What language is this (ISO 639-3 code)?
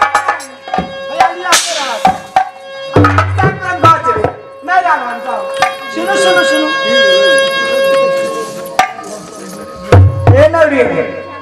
mai